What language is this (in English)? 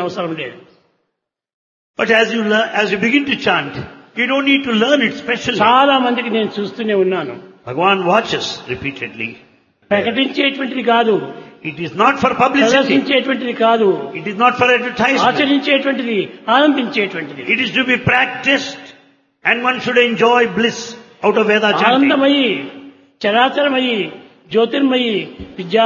Telugu